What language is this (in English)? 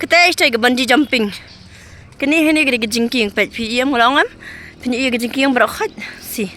Khasi